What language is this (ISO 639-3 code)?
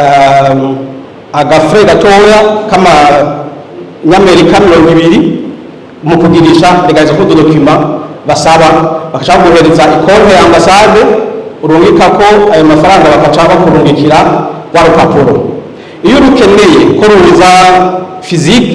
run